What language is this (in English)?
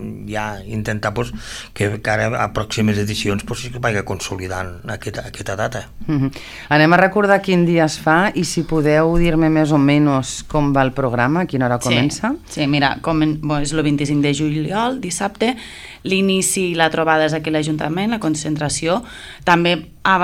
Catalan